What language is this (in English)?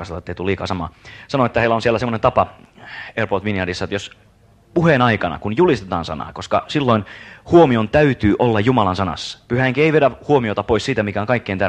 Finnish